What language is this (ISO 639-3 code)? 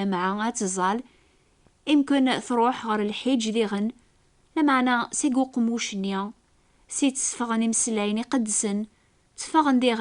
kab